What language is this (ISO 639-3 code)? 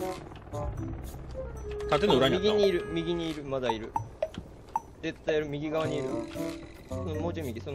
jpn